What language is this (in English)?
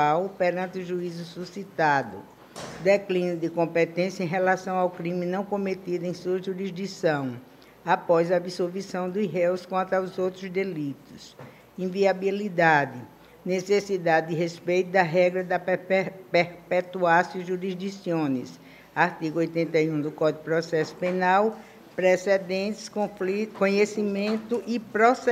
Portuguese